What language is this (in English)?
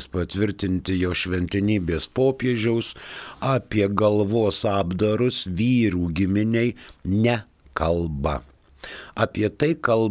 Lithuanian